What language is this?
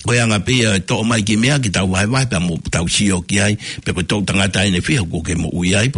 Tongan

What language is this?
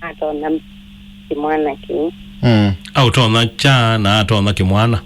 Kamba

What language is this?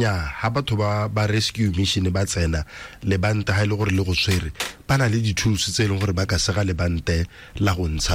Tswana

